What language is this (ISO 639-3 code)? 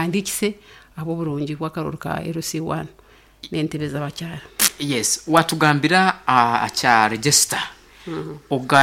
nyn